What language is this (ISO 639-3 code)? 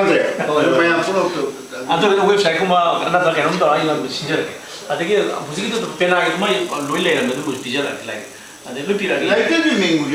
mni